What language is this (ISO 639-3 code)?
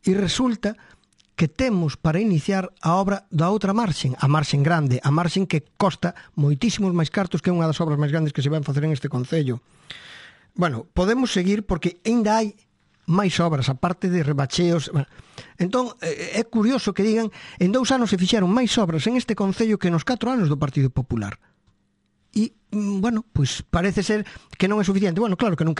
glg